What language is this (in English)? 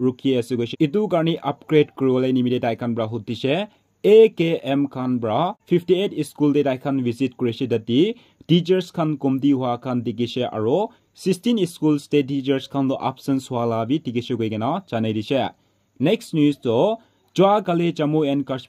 Naga Pidgin